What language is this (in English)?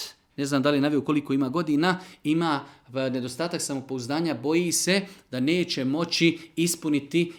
Serbian